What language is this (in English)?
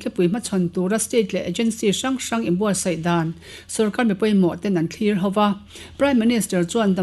Mizo